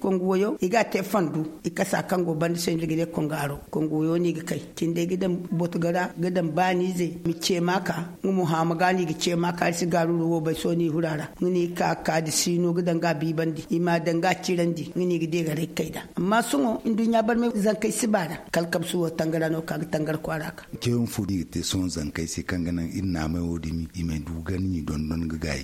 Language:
Zarma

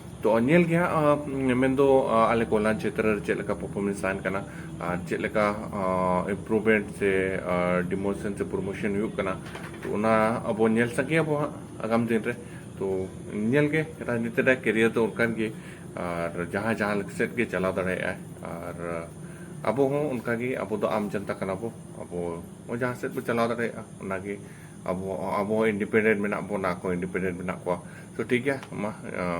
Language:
Santali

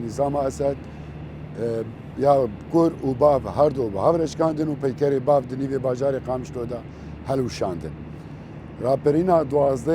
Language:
Kurdish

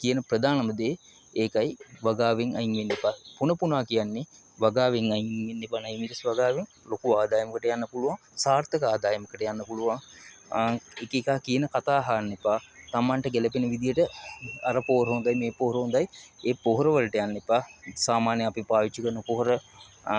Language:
Sinhala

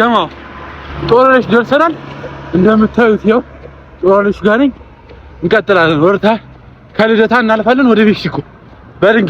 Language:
Amharic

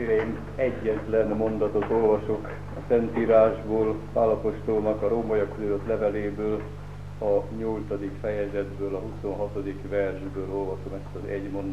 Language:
Hungarian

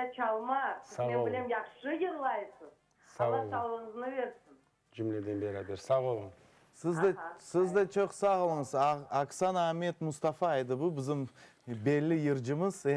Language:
Crimean Tatar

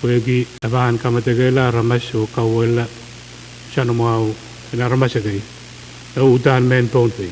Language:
Pohnpeian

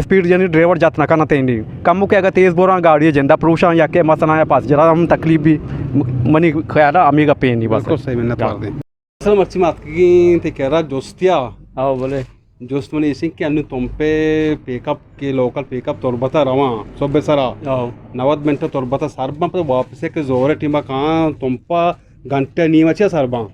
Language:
Eastern Balochi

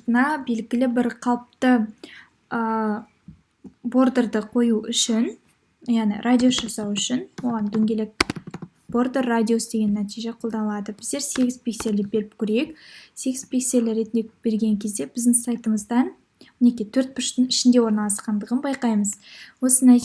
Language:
Kazakh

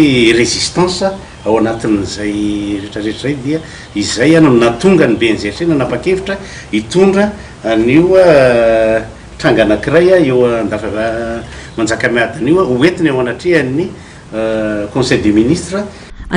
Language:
Malagasy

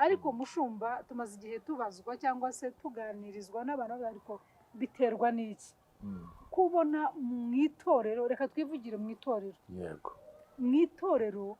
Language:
Kinyarwanda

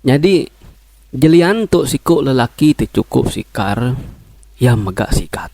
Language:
Iban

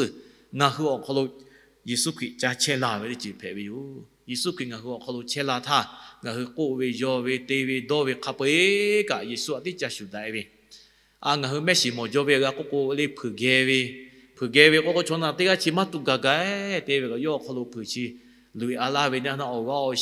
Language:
Lahu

